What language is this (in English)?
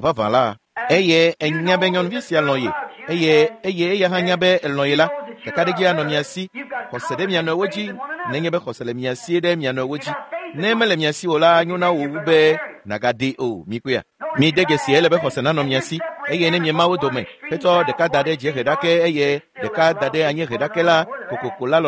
Ewe